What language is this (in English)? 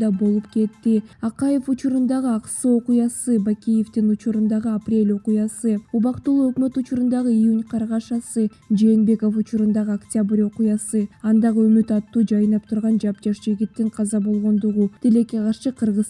Kyrgyz